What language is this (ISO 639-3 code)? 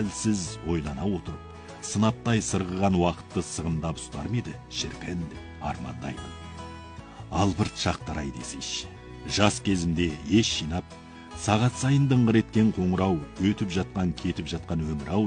kaz